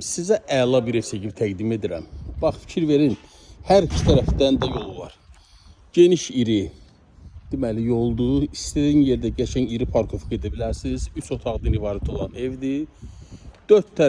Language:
Azerbaijani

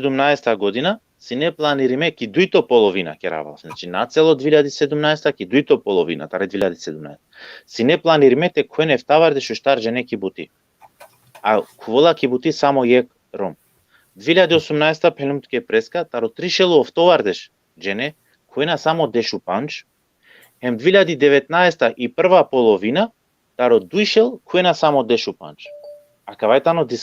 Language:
Balkan Romani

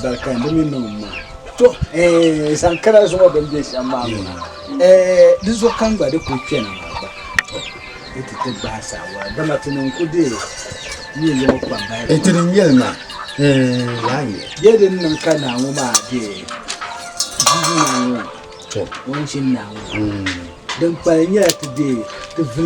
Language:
Dagbani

